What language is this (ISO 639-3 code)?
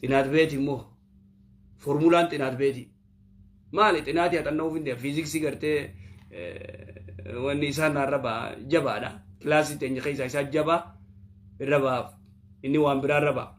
orm